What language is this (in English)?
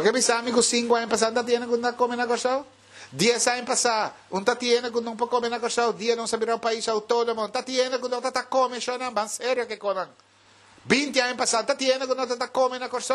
Papiamento